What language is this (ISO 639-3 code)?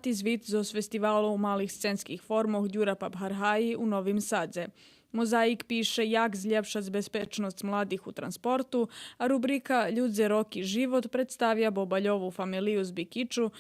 rue